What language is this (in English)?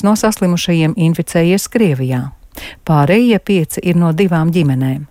Latvian